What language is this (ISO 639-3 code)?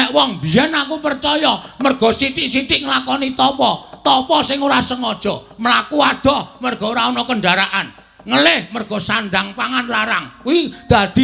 jav